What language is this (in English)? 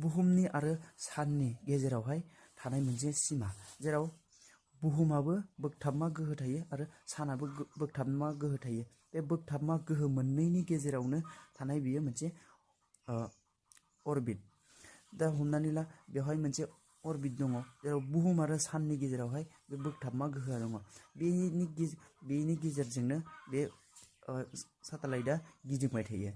Bodo